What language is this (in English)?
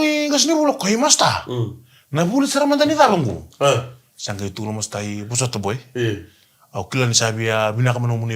Fijian